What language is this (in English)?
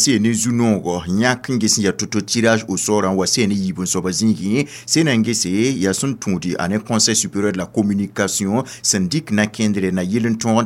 Mossi